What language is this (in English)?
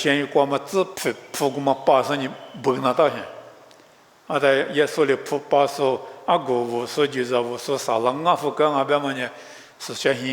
Lisu